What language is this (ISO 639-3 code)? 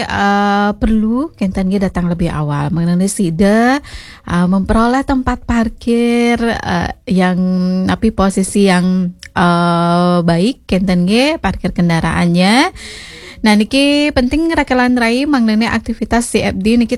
ban